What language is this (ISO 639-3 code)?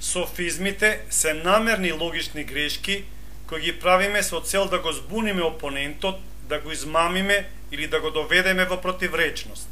mkd